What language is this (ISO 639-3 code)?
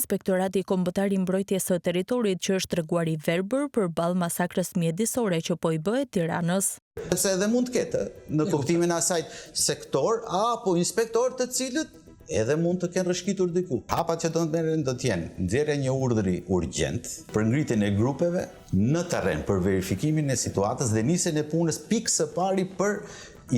sqi